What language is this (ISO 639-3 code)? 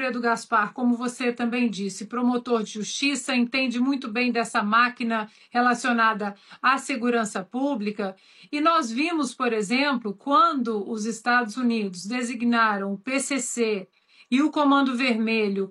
por